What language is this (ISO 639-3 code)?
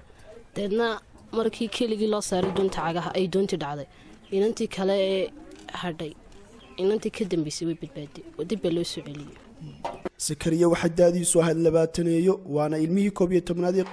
som